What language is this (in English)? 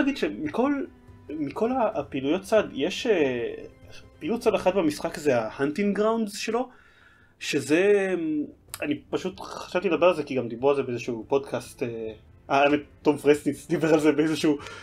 Hebrew